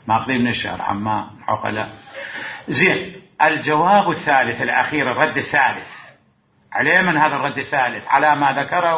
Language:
Mesopotamian Arabic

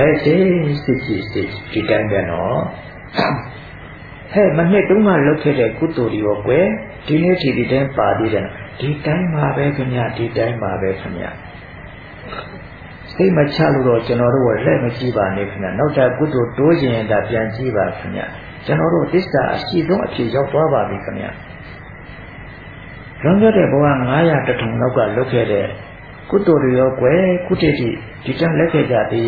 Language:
Burmese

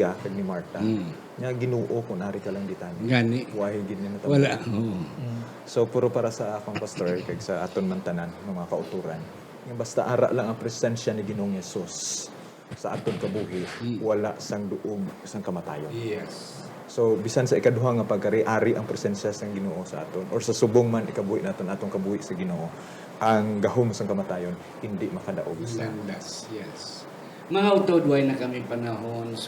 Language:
Hiligaynon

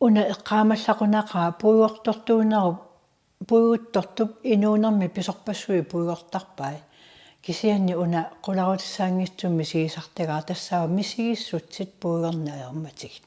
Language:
Kalaallisut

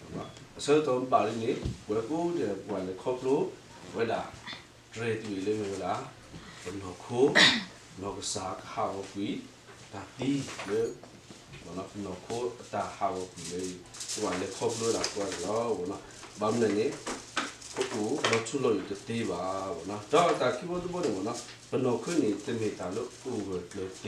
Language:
S'gaw Karen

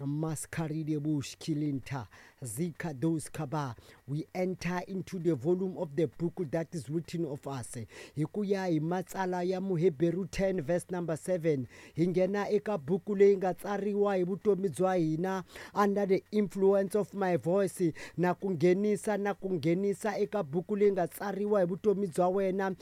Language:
Tsonga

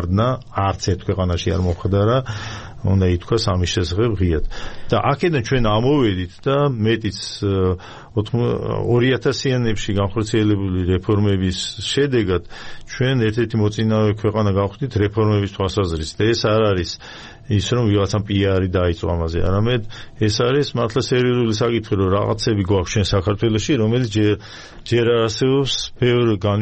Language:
Georgian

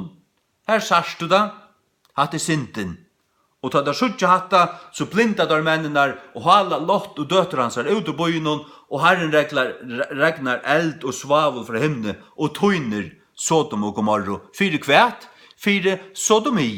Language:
Faroese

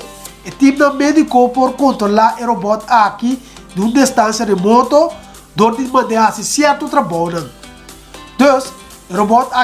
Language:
Papiamento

